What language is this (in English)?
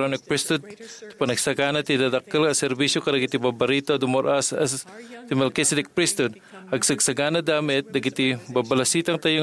Iloko